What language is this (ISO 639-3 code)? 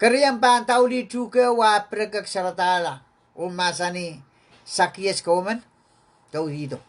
pon